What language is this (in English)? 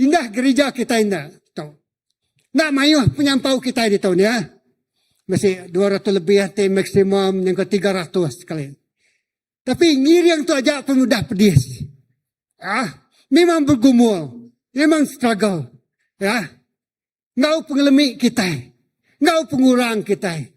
Iban